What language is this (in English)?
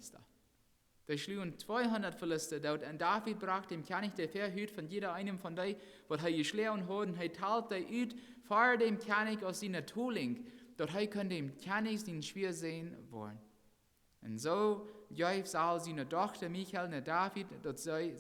Plautdietsch